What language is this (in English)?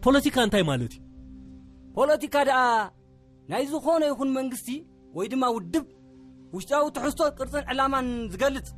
Tigrinya